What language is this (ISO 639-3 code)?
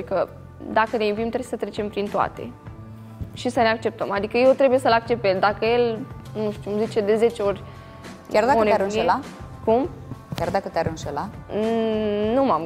ron